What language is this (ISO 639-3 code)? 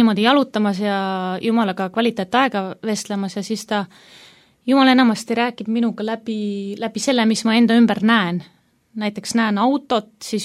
est